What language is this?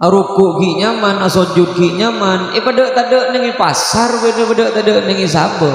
Madurese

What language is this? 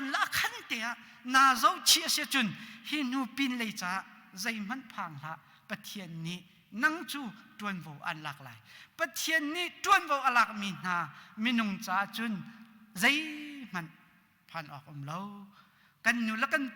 Hakha Chin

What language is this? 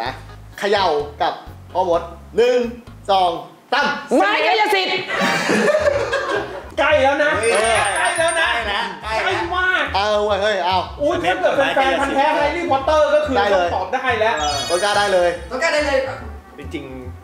Thai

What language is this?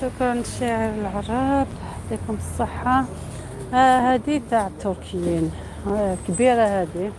Algerian Arabic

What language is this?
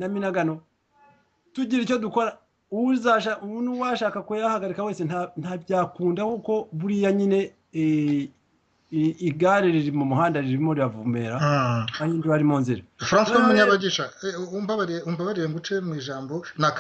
Kinyarwanda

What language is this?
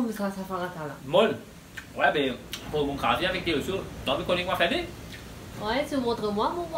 Morisyen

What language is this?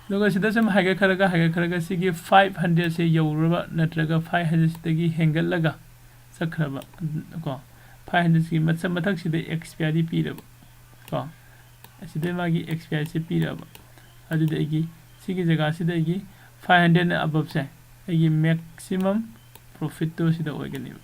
Manipuri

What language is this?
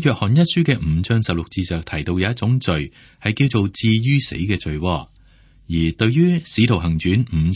Cantonese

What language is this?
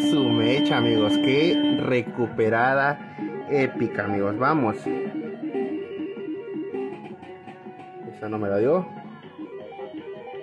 Spanish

